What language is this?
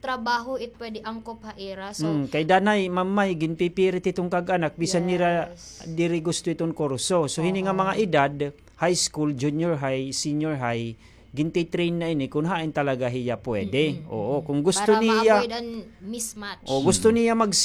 Waray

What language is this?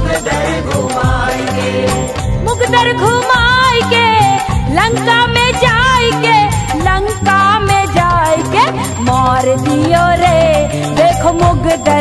Bhojpuri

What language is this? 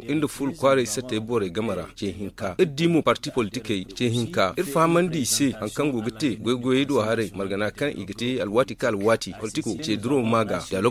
Zarma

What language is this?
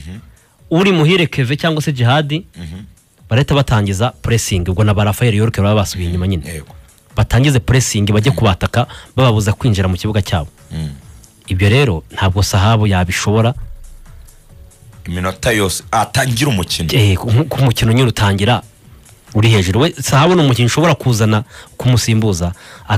Kinyarwanda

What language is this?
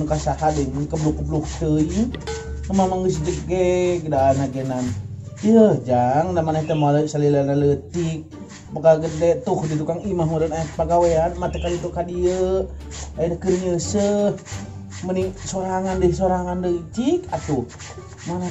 Sundanese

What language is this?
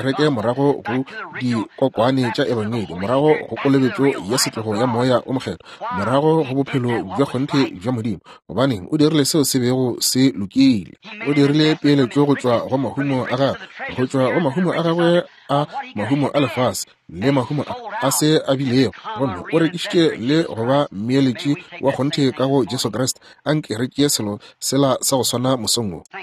Northern Sotho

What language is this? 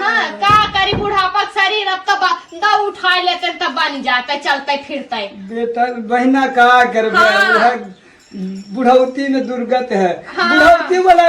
Awadhi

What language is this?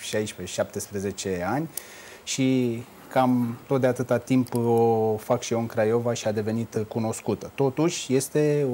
Romanian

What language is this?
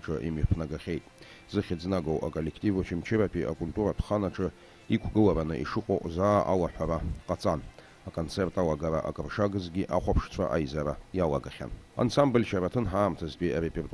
Abkhazian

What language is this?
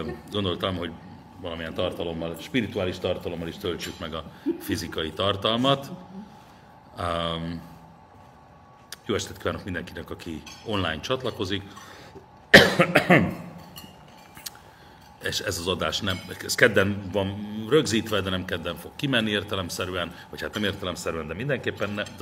Hungarian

